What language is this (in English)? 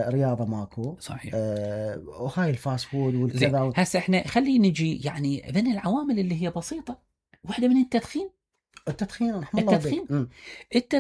Mesopotamian Arabic